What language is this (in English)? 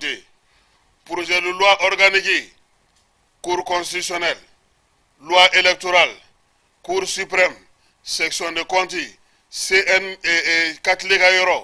Bambara